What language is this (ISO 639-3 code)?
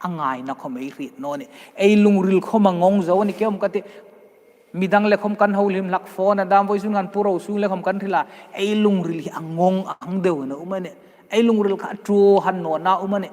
hmr